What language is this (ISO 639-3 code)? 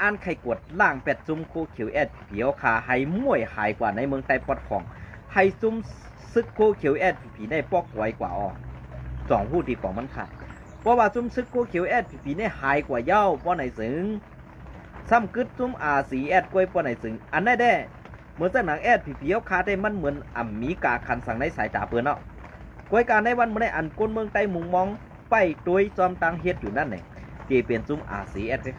shn